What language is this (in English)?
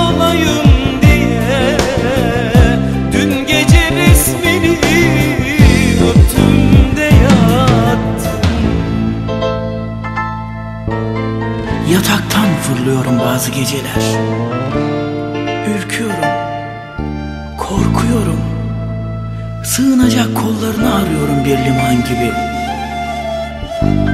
Turkish